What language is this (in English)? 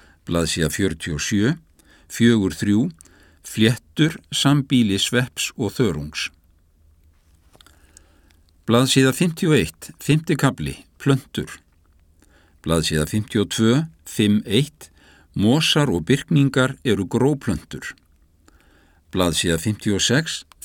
Icelandic